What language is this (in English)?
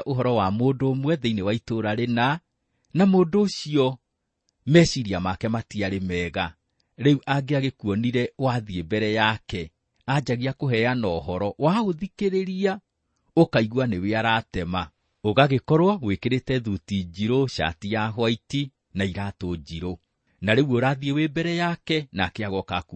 Kikuyu